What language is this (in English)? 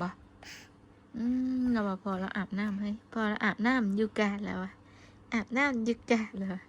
Northeastern Thai